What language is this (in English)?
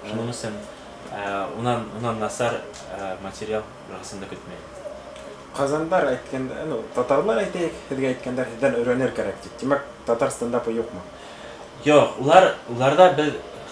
Bashkir